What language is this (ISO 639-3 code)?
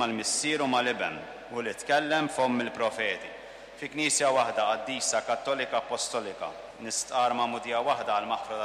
mlt